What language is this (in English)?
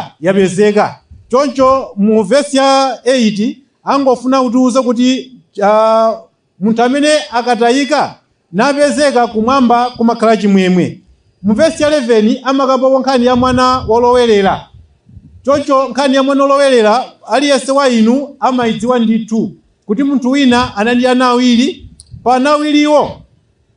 Nyanja